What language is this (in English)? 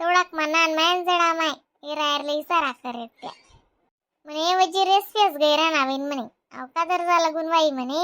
Khandesi